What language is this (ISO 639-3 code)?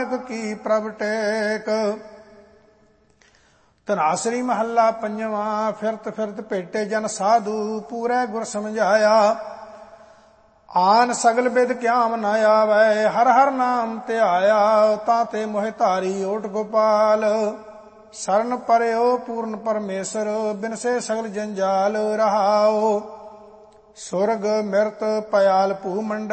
pan